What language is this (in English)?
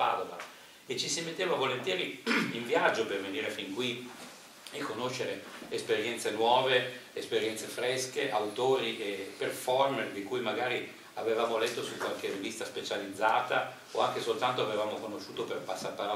Italian